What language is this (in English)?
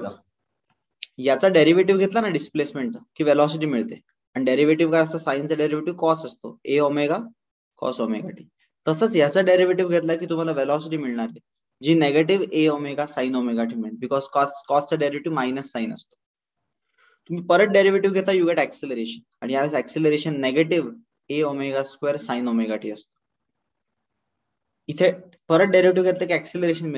Marathi